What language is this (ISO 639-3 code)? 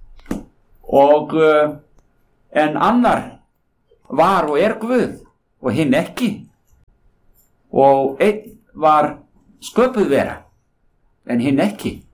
isl